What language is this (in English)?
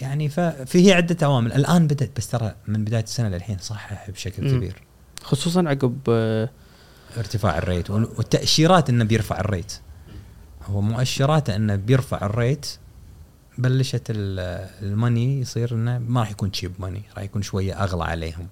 Gulf Arabic